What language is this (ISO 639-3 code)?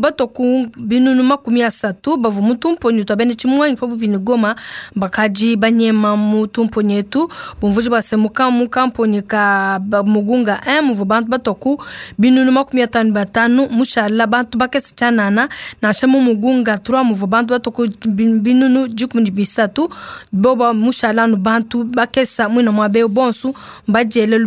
lua